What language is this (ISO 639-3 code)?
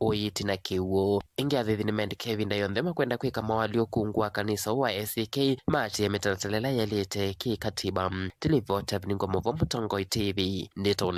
kam